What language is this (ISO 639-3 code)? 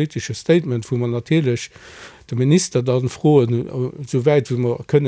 ltz